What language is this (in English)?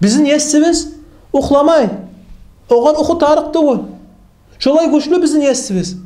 Kumyk